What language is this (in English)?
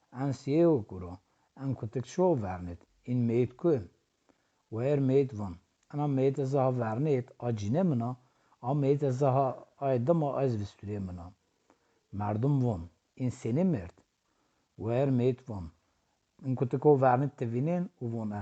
Zaza